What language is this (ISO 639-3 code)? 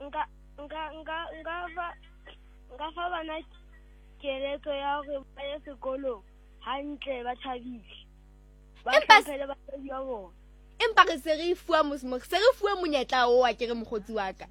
sot